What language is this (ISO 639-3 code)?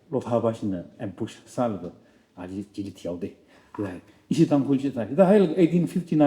nmf